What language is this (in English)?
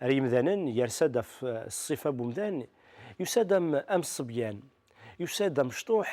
Kabyle